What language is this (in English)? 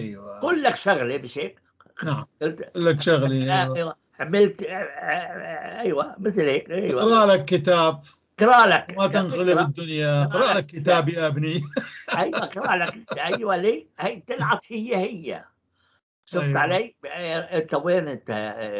North Levantine Arabic